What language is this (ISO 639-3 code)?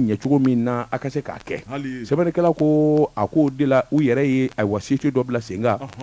bam